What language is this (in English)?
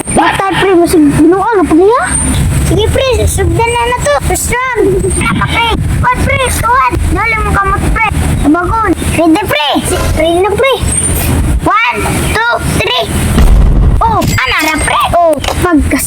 Cebuano